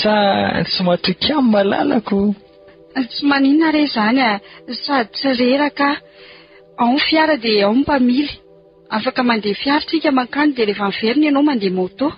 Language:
Malagasy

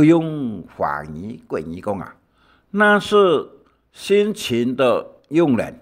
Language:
Hakka Chinese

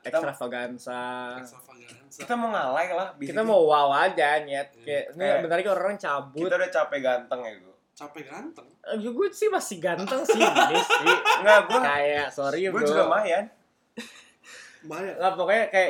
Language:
Indonesian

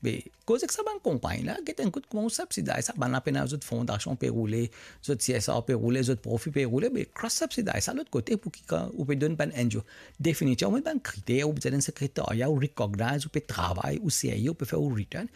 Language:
Morisyen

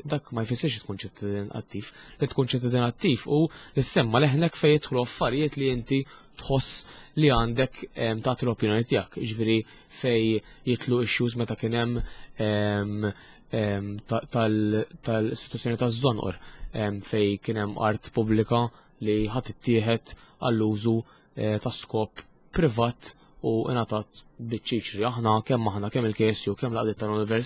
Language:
Maltese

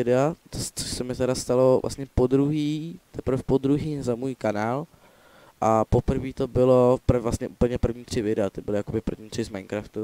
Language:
Czech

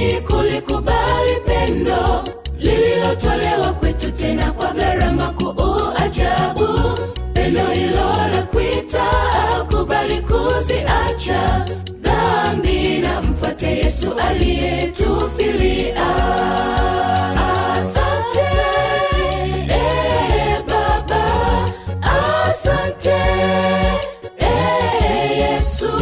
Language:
Swahili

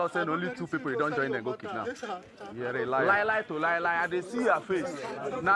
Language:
Nigerian Pidgin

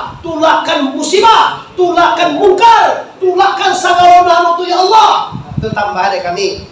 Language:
Minangkabau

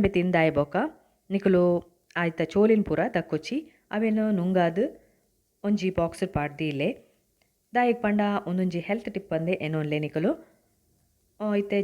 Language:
Tulu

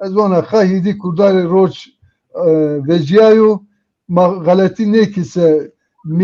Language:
Zaza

